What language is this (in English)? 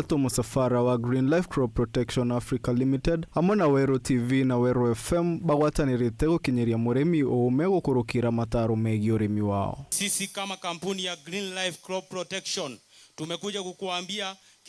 Meru